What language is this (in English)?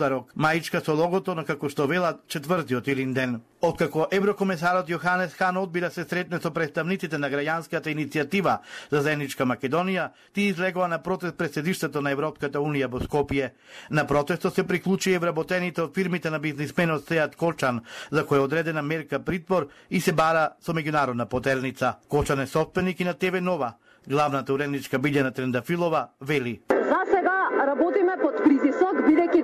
Macedonian